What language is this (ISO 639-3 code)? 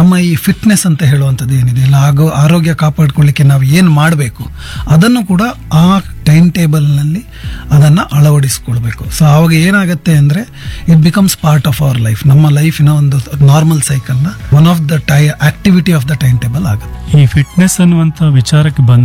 kan